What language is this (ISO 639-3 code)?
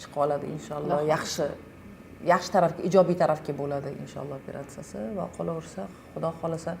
uzb